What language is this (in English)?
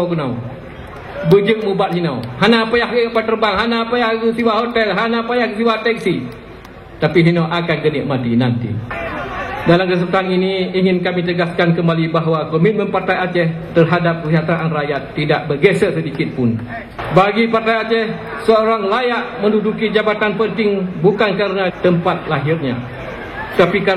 Achinese